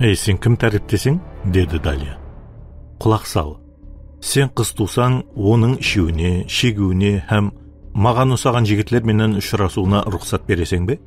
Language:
Kara-Kalpak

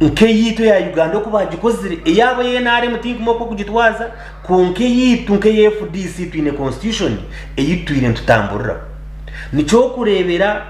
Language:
Nyankole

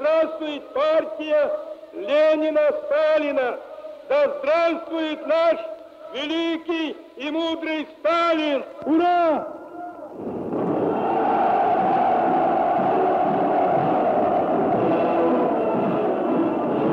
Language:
Russian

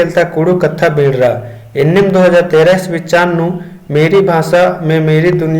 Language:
Kurukh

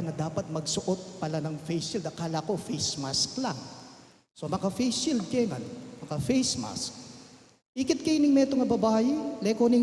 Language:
Pampanga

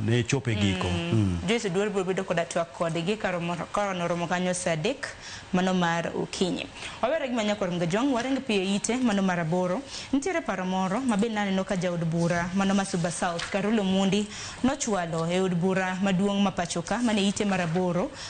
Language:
Luo (Kenya and Tanzania)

